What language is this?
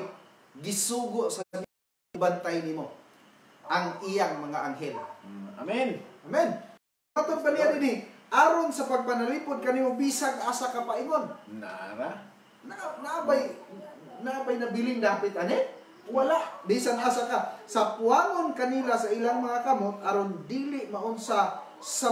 Cebuano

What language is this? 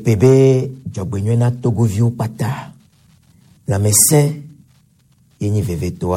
Gen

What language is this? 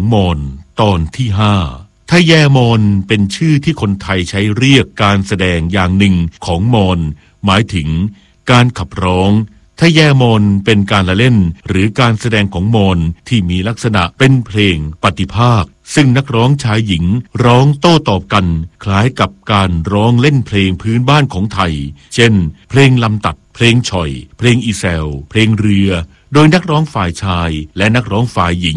Thai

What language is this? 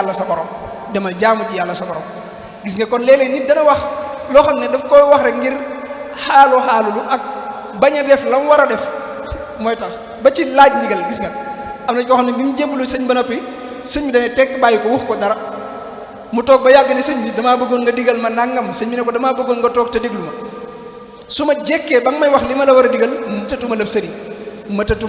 Wolof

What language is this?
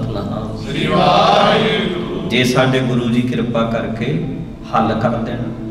Punjabi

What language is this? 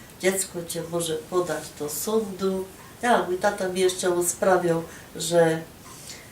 Silesian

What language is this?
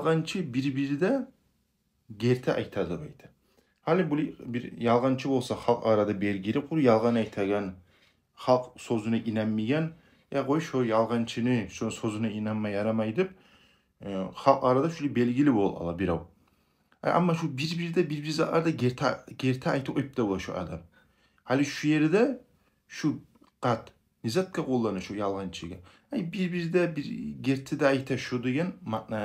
Kumyk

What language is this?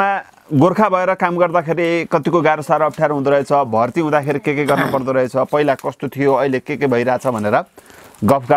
Nepali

